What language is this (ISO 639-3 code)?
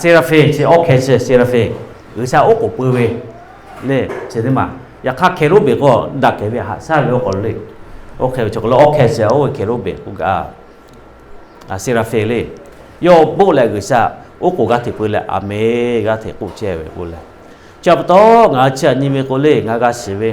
lhu